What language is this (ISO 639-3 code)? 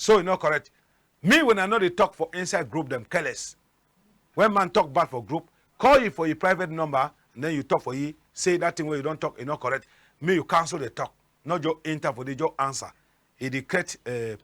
wes